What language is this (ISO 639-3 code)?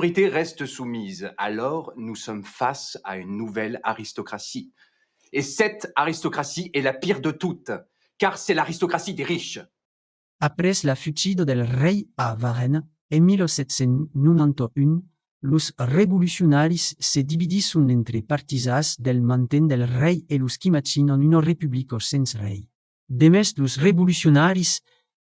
oci